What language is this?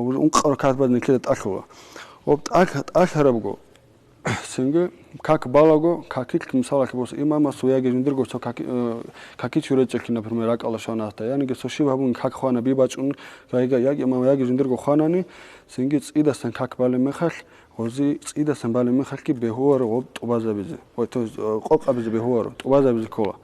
Avaric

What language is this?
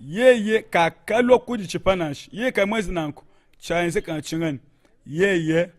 Luba-Lulua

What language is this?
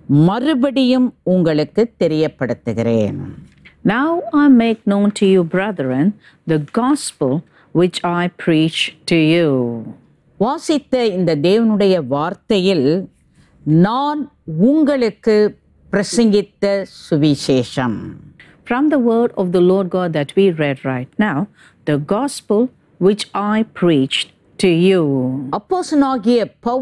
Tamil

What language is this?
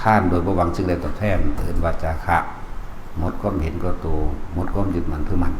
Northeastern Thai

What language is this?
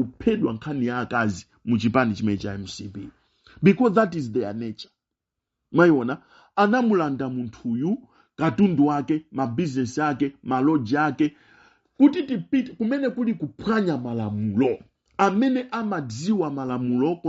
Nyanja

